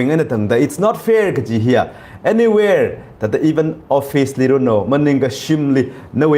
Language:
Tangkhul Naga (India)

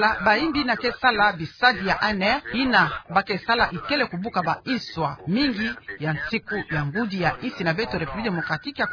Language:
Kituba (Democratic Republic of Congo)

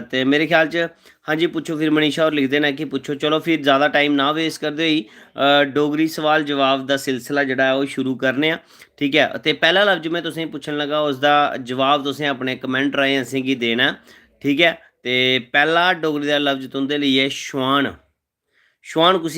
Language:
Dogri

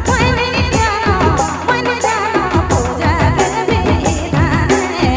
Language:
Sadri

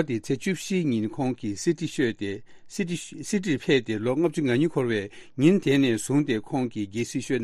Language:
Tibetan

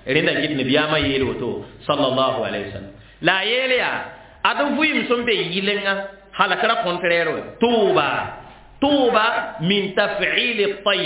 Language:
Mossi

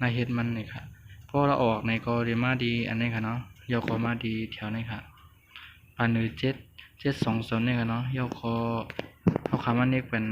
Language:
Shan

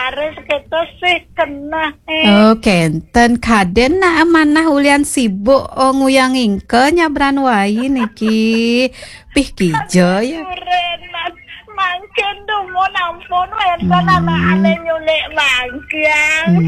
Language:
Balinese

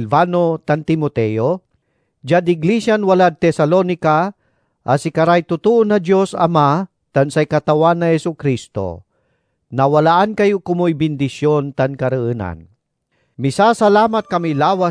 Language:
Pangasinan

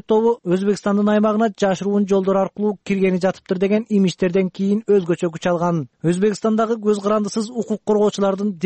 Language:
Kyrgyz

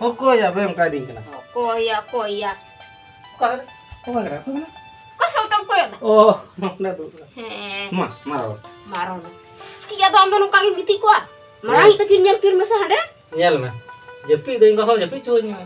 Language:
Santali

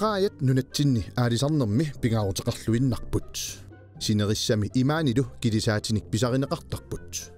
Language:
Kalaallisut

